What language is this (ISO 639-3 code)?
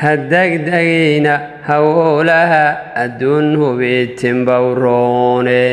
som